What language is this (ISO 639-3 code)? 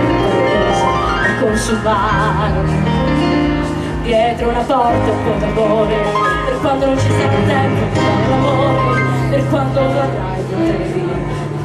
ita